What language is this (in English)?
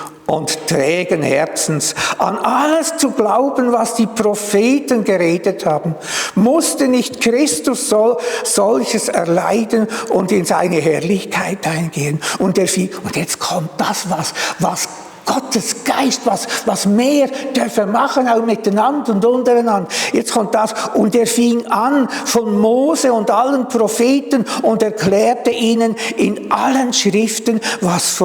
Swiss German